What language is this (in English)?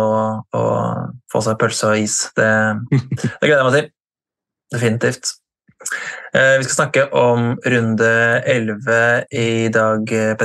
Norwegian